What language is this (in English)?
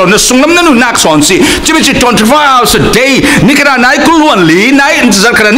Falam Chin